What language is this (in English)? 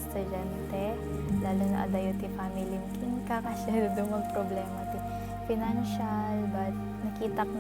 Iloko